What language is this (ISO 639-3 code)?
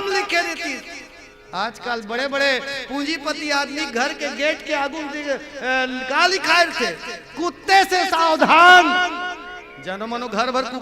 hne